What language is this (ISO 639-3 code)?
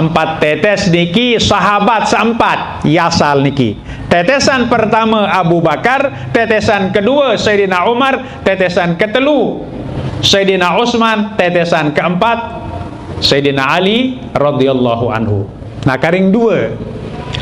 sas